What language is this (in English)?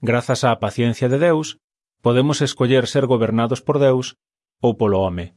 Galician